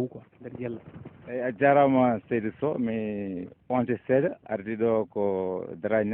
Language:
Fula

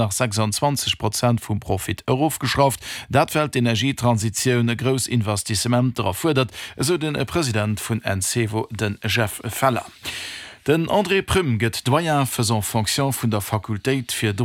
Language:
Luxembourgish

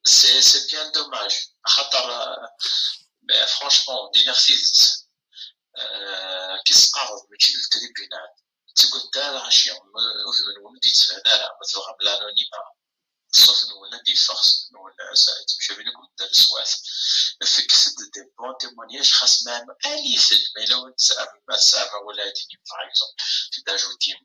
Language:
Kabyle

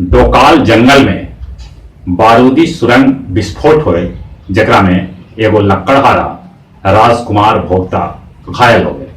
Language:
Magahi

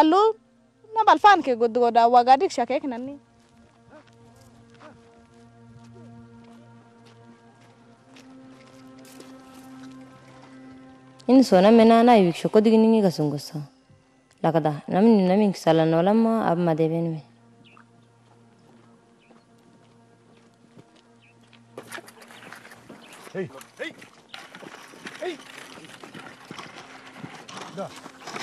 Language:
Kunama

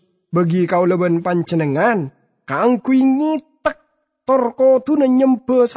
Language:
Madurese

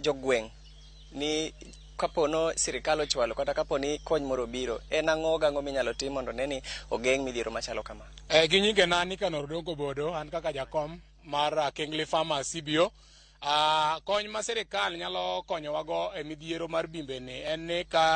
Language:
Luo (Kenya and Tanzania)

